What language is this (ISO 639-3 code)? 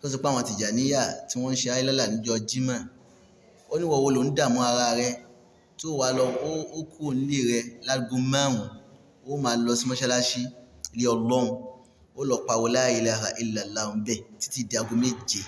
yor